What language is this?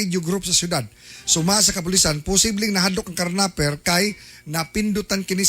Cebuano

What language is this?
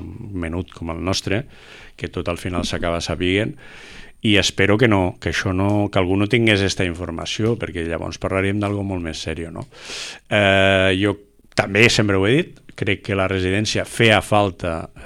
Catalan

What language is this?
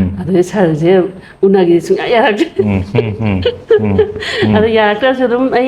Manipuri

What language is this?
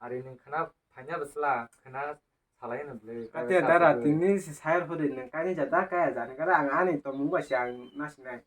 Kok Borok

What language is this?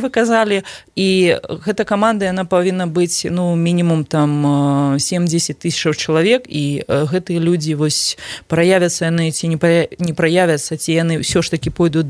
Belarusian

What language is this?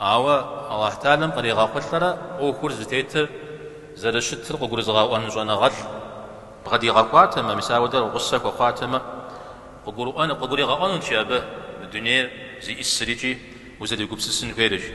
Kabardian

